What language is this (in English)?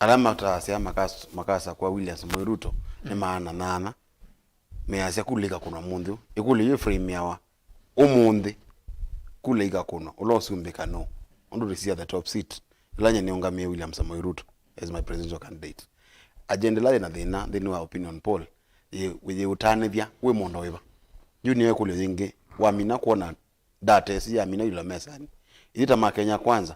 Kamba